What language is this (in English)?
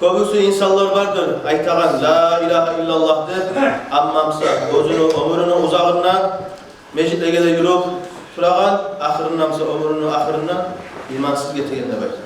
Kumyk